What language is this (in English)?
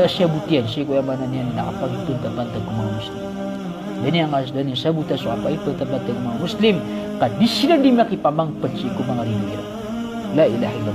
Maranao